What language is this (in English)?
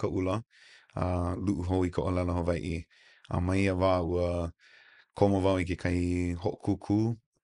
Hawaiian